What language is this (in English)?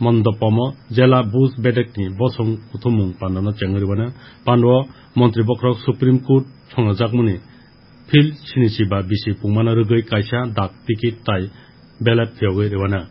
Kok Borok